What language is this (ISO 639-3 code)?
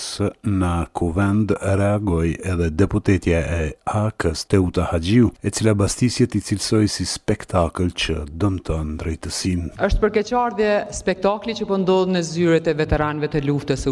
sqi